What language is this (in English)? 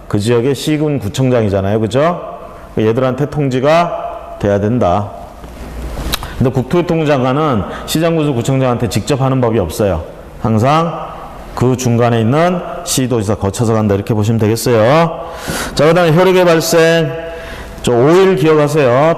Korean